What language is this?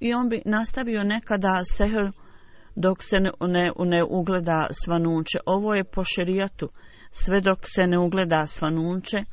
Bosnian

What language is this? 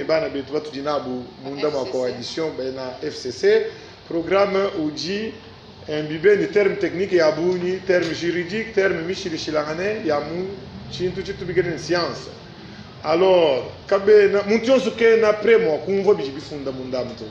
Luba-Lulua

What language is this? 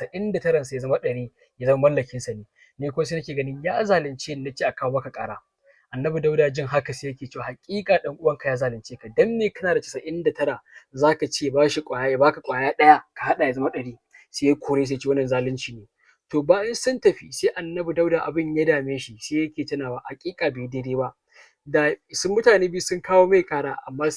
Hausa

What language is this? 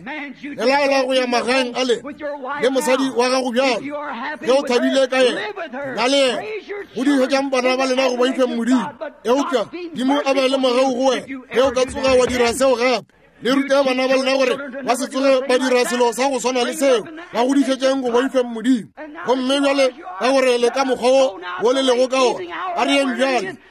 Northern Sotho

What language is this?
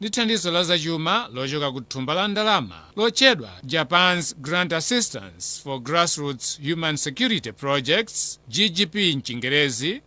Nyanja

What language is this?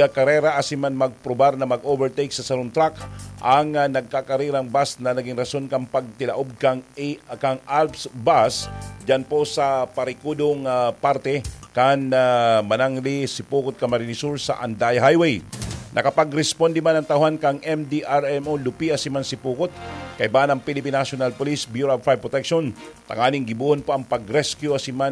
Bikol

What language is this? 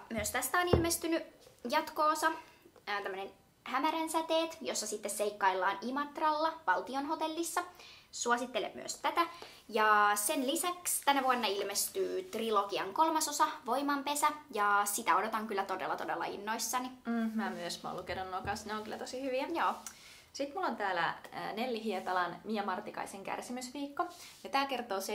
Finnish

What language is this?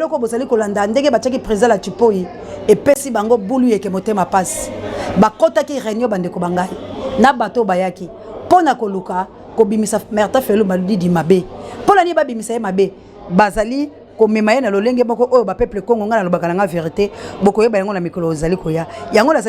Lingala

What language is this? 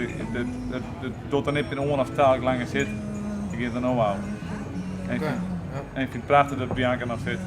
Western Frisian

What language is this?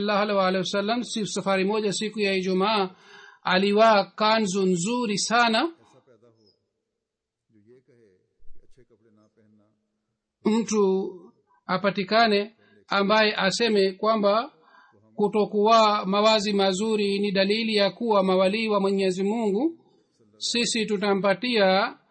Swahili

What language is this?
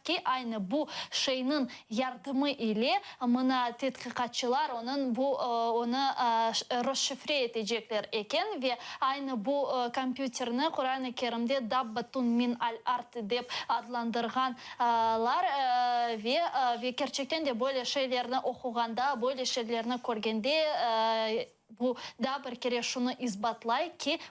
Crimean Tatar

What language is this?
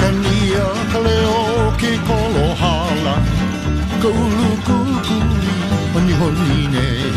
Hawaiian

